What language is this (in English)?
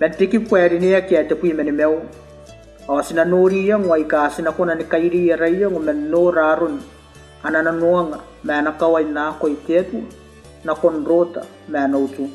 Gilbertese